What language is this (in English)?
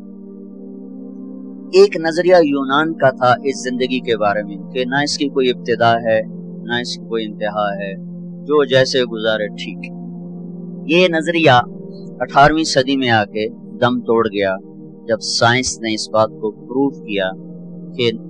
Urdu